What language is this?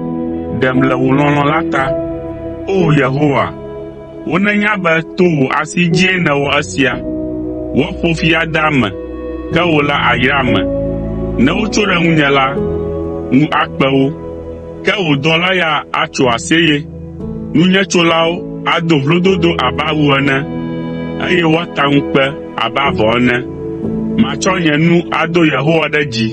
Ewe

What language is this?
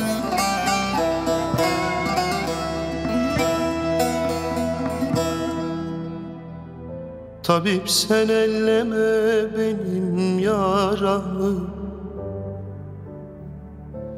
Turkish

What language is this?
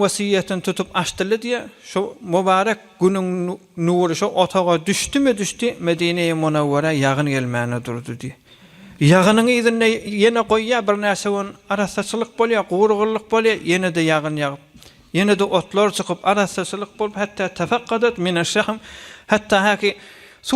Turkmen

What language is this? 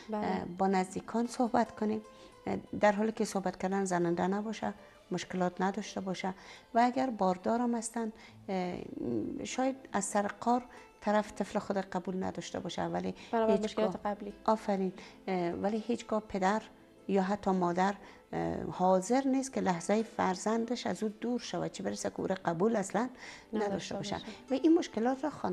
Persian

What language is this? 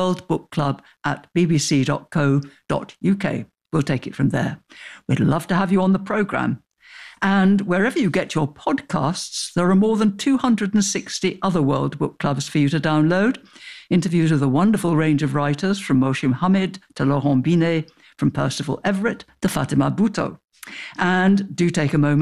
English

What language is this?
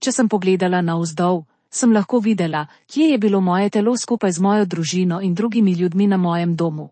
Slovenian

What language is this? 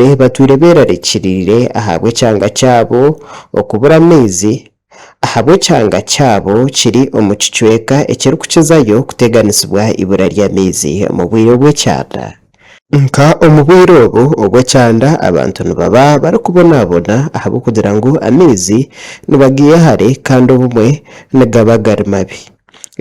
Nyankole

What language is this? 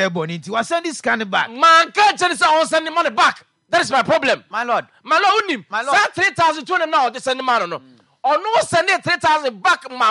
Akan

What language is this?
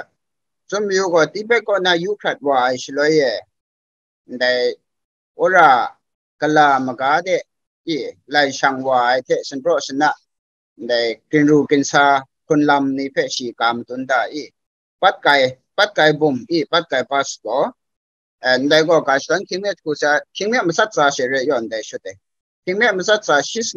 Kachin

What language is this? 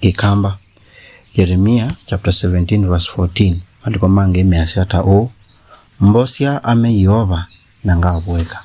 Kamba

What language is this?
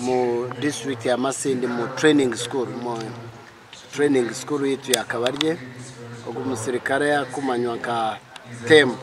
Nyankole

